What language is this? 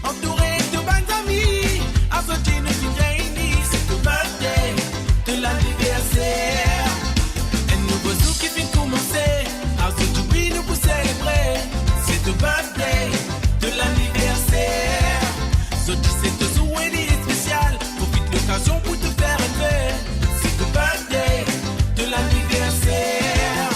Morisyen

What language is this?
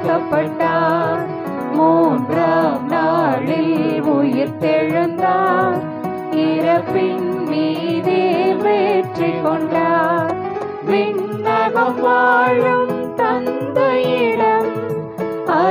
Tamil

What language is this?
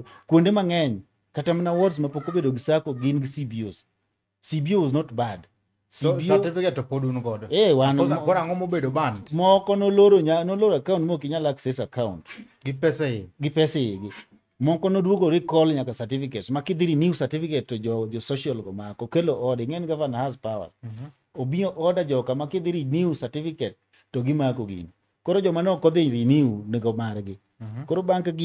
Luo (Kenya and Tanzania)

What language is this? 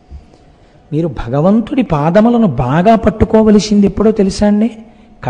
Telugu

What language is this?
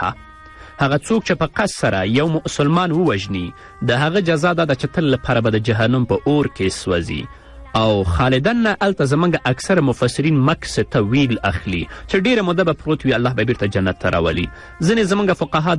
Pashto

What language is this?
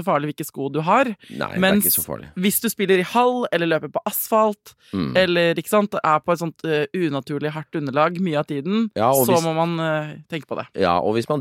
Norwegian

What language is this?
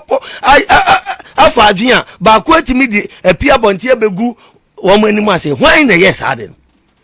Akan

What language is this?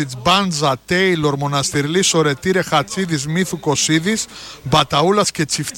Greek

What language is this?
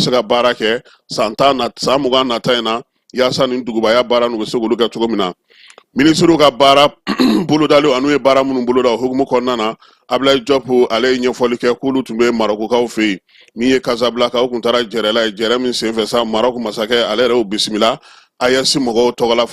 Bambara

